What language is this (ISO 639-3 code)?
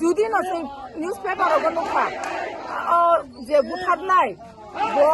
trp